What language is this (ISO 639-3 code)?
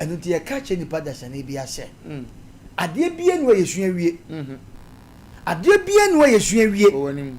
aka